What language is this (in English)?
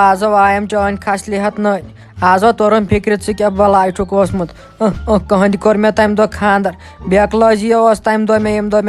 Kashmiri